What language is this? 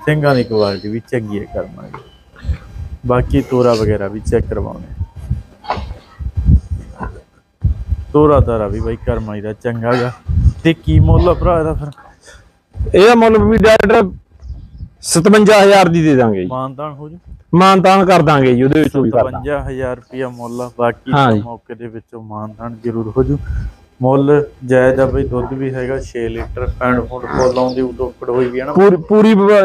Punjabi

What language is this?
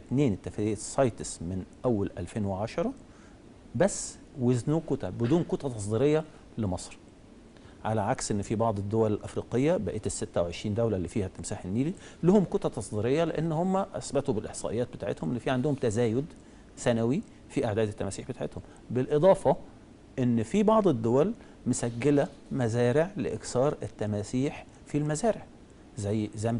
Egyptian Arabic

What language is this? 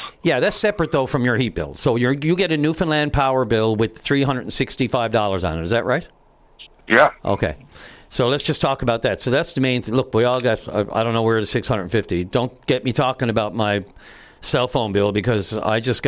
English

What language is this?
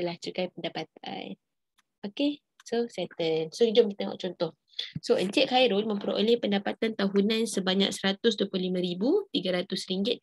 Malay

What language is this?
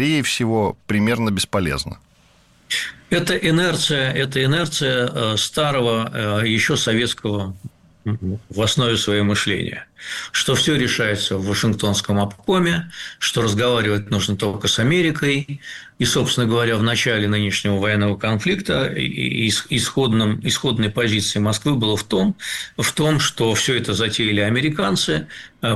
Russian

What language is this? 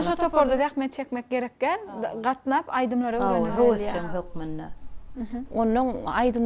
Turkmen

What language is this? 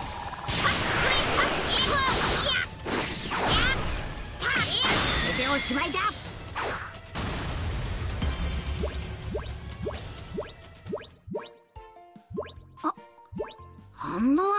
Japanese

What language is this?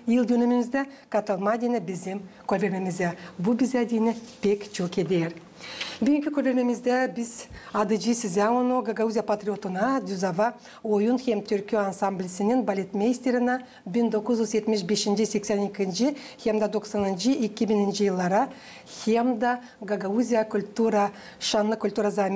Gagauz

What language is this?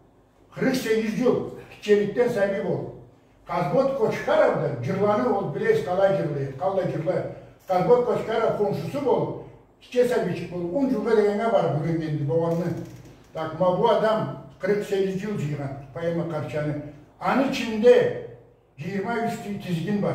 Karachay-Balkar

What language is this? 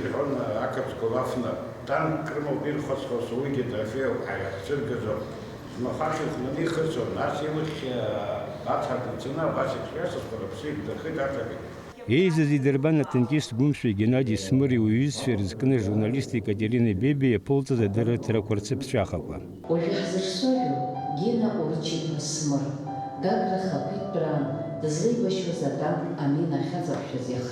Abkhazian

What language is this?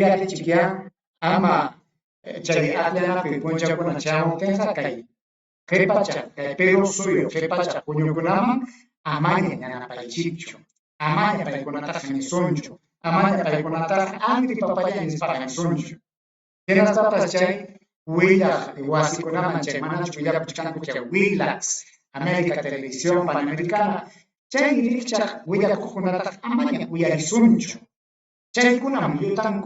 Ayacucho Quechua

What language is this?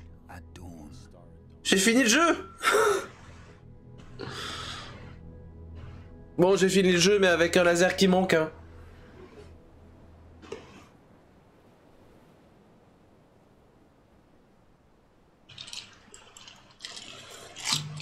French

